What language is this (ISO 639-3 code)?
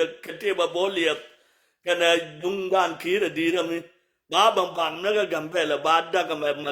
nus